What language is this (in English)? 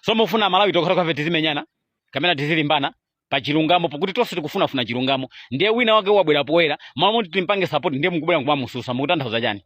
Nyanja